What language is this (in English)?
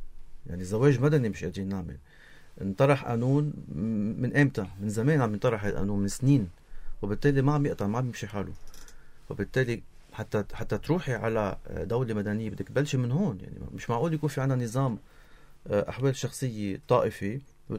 North Levantine Arabic